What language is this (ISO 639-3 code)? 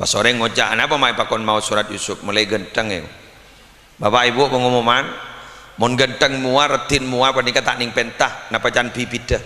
mad